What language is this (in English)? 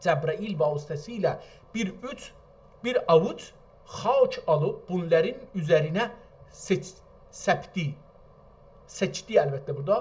South Azerbaijani